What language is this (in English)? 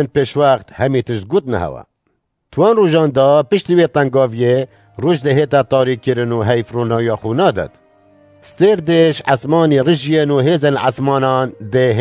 Kurdish